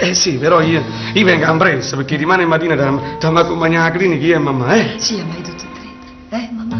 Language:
Neapolitan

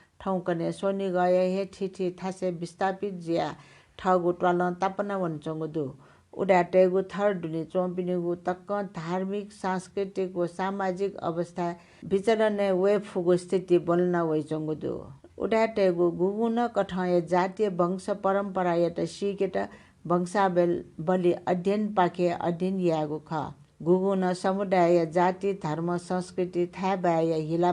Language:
Newari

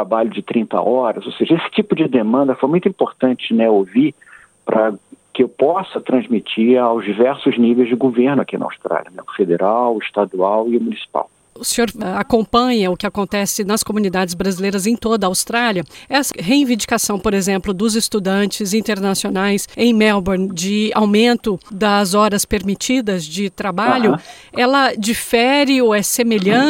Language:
Portuguese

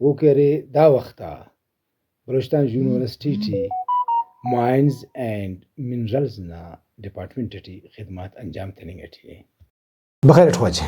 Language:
Brahui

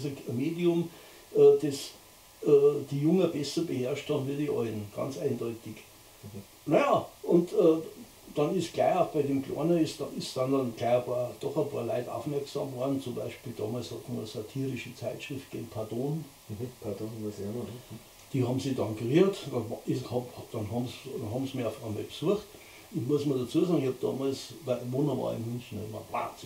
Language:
Bavarian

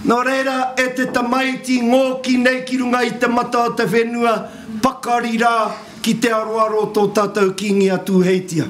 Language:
Māori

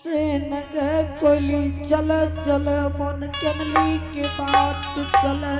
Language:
Angika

